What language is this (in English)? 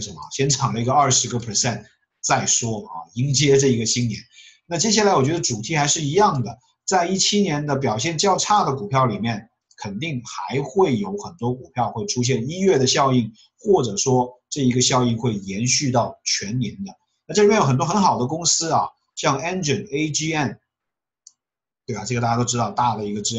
Chinese